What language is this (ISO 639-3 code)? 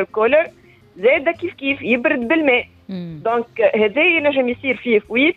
aeb